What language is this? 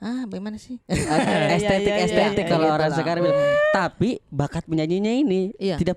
Makassar Malay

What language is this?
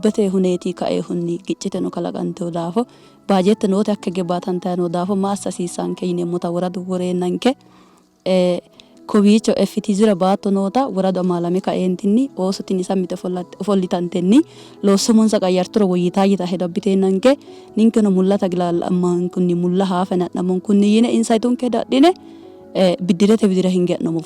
Sidamo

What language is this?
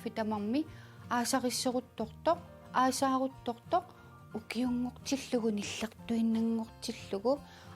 Kalaallisut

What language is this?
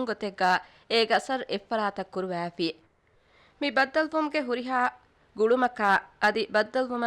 Divehi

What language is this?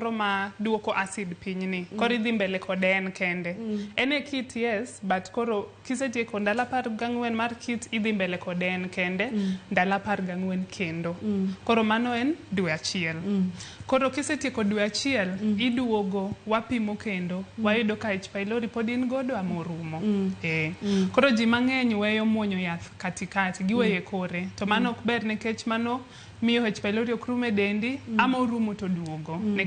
Luo (Kenya and Tanzania)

